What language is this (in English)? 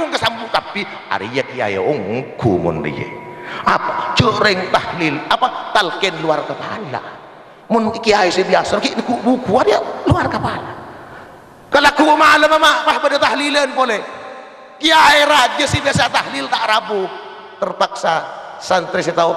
Madurese